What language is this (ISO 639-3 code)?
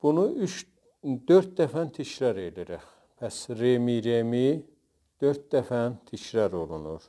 azb